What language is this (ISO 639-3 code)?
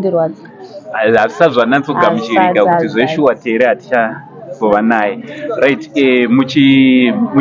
sna